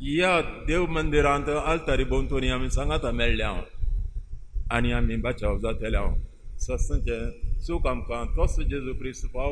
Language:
Konkani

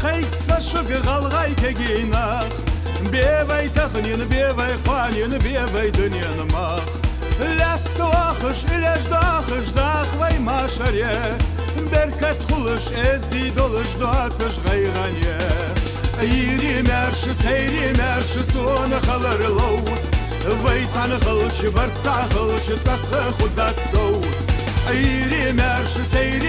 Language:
Ingush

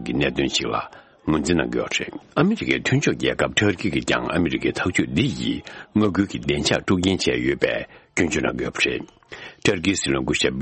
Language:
Tibetan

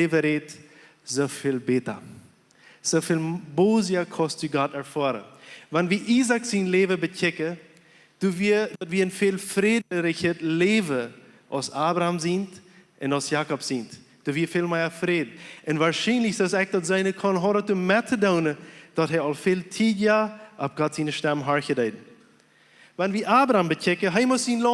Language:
Plautdietsch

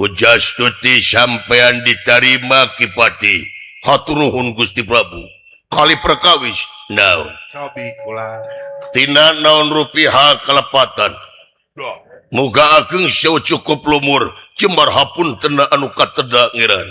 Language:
Sundanese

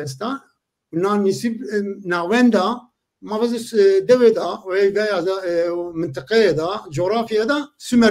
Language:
Zaza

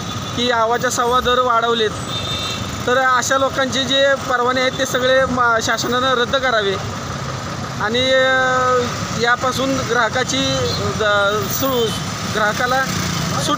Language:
Marathi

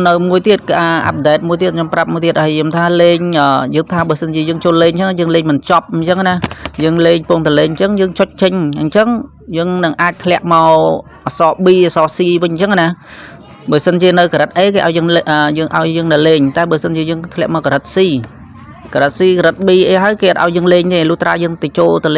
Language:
Khmer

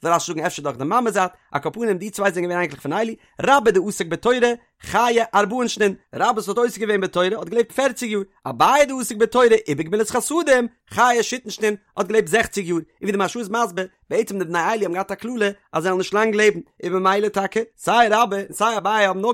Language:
Yiddish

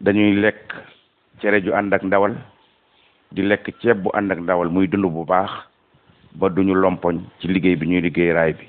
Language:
Wolof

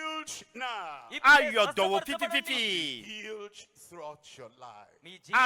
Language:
Ewe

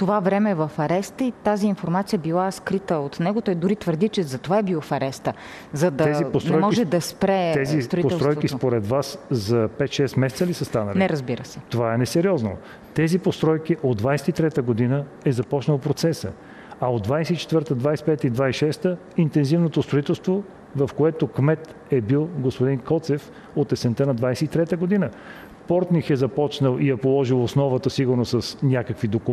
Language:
Bulgarian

